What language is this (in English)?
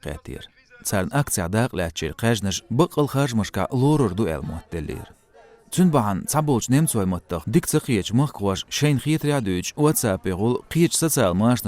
Chechen